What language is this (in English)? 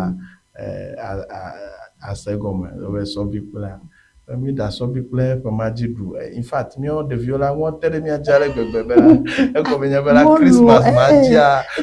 Ewe